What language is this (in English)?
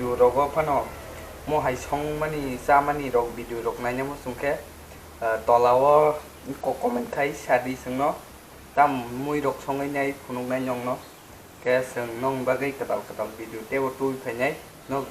Kok Borok